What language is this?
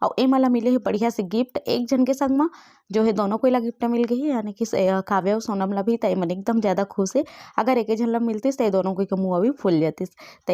Chhattisgarhi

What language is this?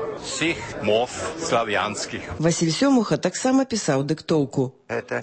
Belarusian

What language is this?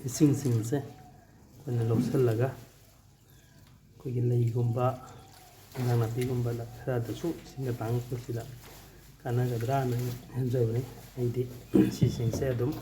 Manipuri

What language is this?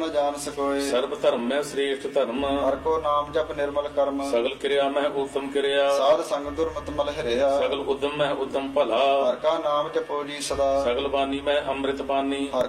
Punjabi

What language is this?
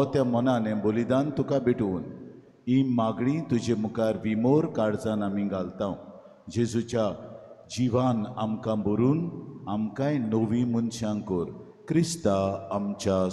Konkani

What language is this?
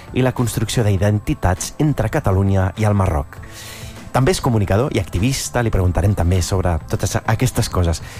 Catalan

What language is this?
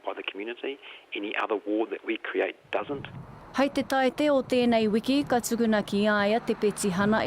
Māori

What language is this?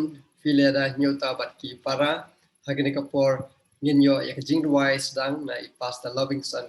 Khasi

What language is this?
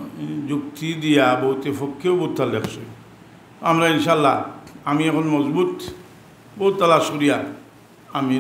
Sylheti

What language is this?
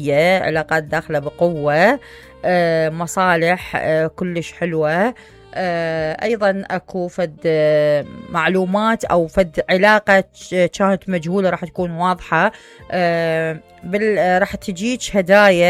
Mesopotamian Arabic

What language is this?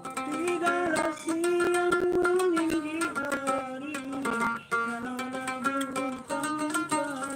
Sasak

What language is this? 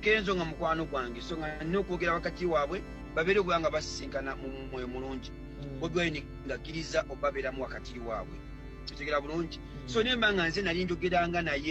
Ganda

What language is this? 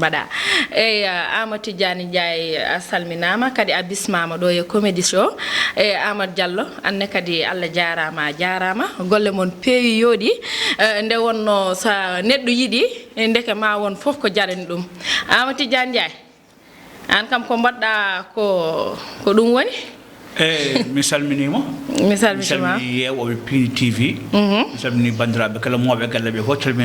Fula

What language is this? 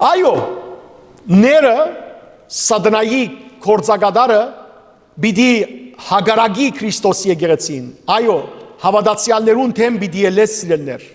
Western Armenian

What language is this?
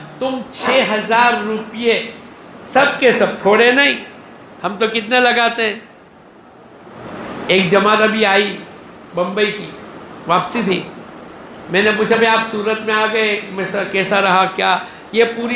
Urdu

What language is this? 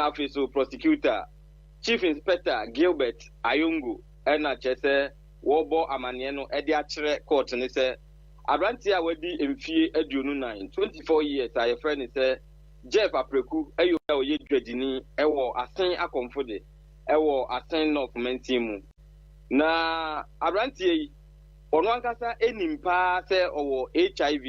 Akan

